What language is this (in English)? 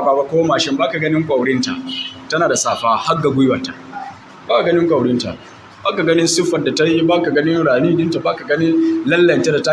Hausa